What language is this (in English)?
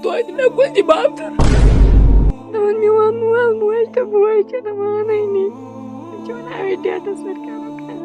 Kashmiri